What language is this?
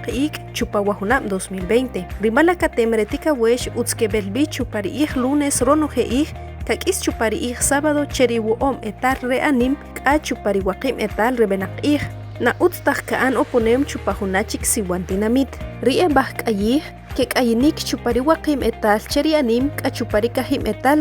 Achi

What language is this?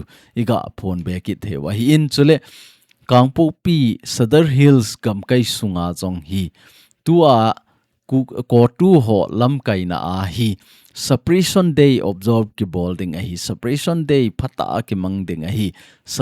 Thado Chin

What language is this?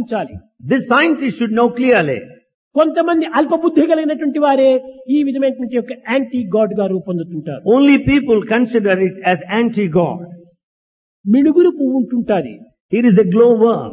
Telugu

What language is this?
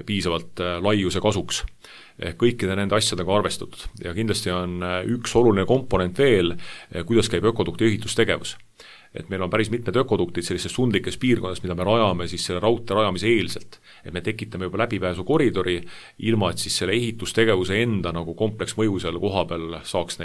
Estonian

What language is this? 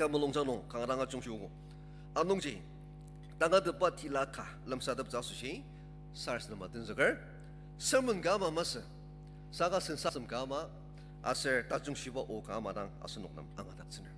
Ao Naga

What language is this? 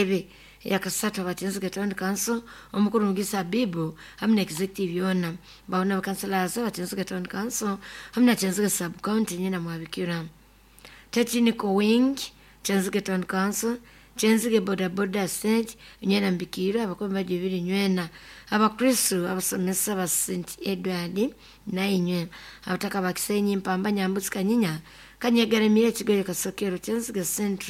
Nyoro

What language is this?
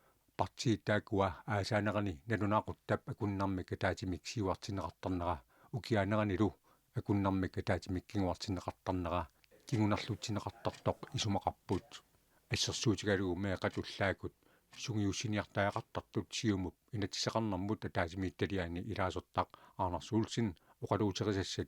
Kalaallisut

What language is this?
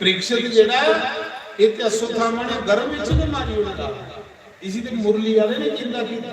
Dogri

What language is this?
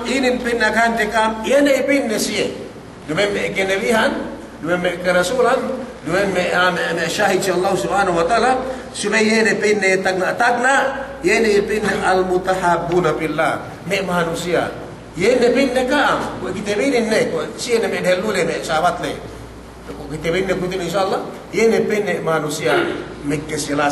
Yakan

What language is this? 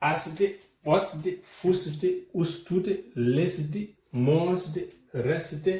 Fula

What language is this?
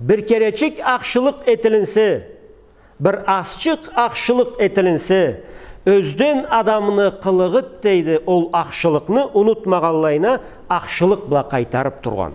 Karachay-Balkar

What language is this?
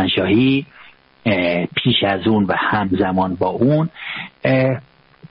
Persian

